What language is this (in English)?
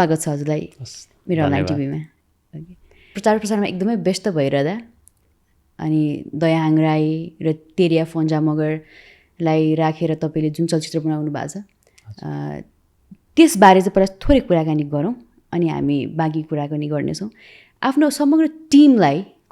Nepali